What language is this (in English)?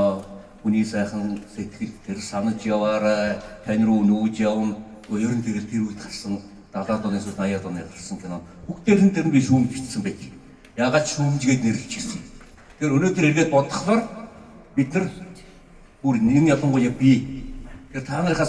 Mongolian